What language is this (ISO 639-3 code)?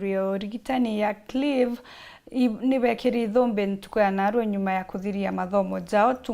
mer